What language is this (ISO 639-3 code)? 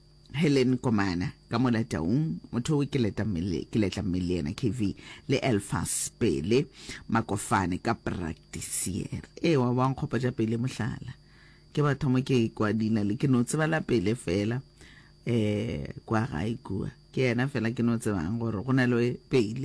nso